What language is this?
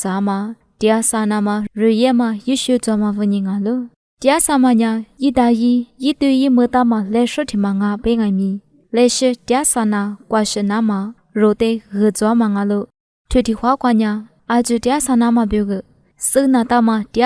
Lisu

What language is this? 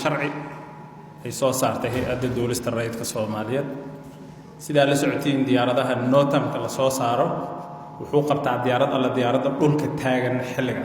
Somali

